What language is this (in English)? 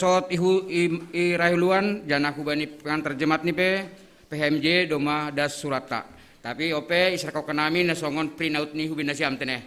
Batak Simalungun